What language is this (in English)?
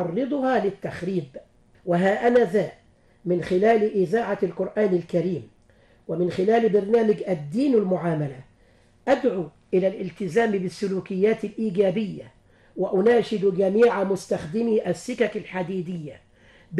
Arabic